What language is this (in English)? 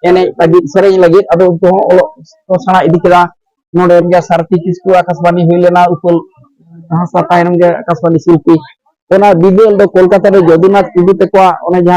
Santali